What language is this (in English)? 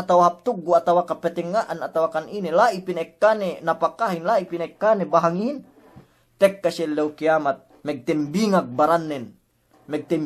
Yakan